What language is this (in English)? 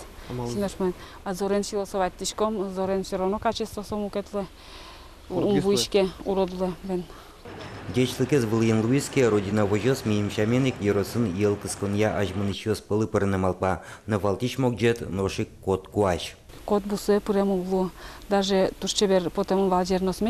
Udmurt